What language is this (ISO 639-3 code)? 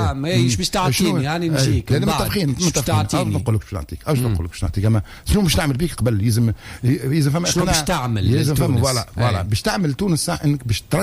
aeb